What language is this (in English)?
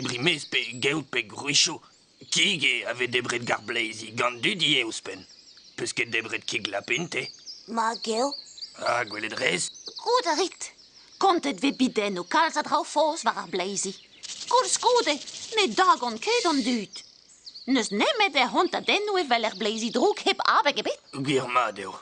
Breton